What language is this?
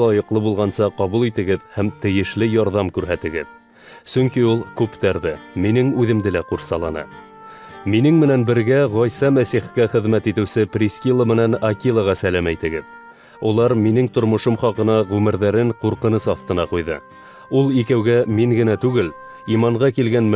Bashkir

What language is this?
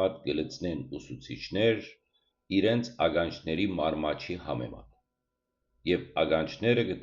Western Armenian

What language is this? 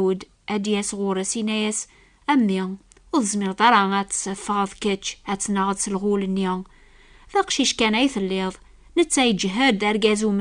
Kabyle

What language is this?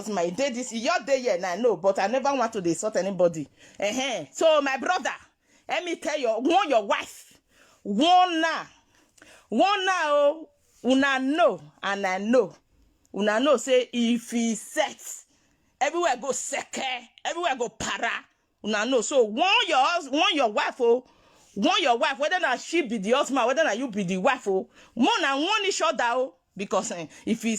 Nigerian Pidgin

